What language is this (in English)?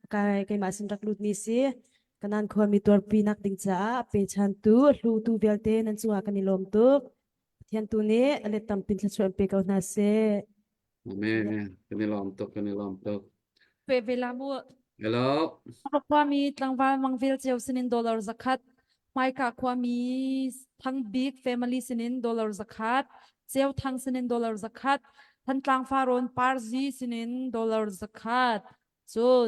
Hakha Chin